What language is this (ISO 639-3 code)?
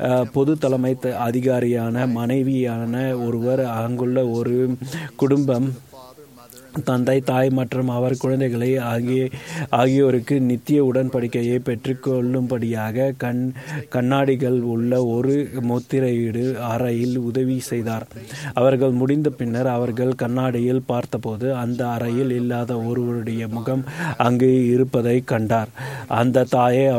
tam